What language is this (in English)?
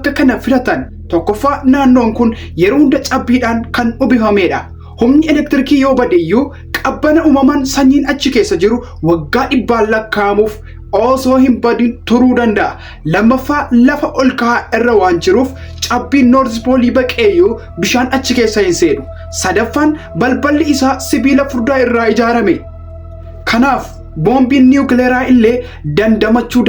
Oromo